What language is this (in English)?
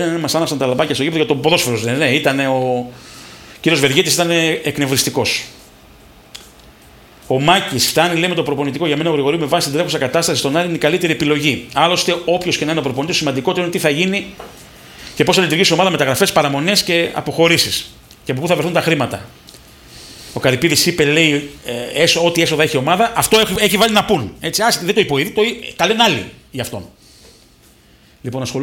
Greek